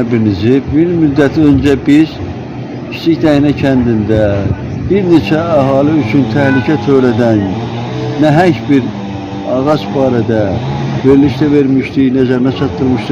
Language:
Azerbaijani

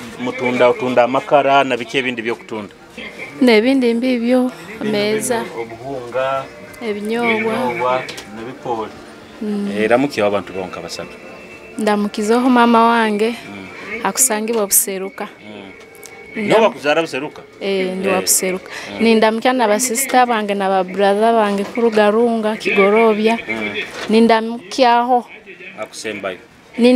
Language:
Nyoro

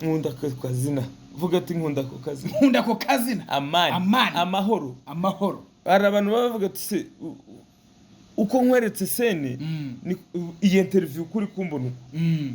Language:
Kinyarwanda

